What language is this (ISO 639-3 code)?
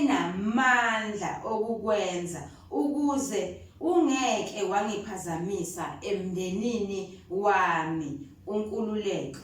zul